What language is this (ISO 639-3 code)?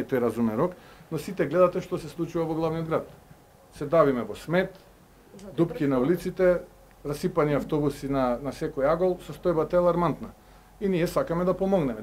mkd